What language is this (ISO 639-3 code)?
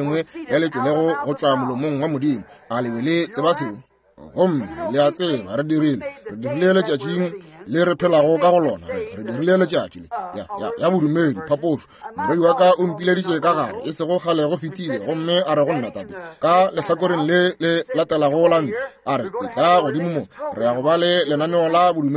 nso